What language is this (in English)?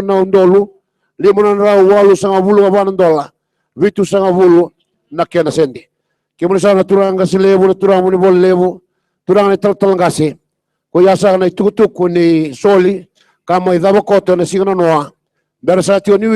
Fijian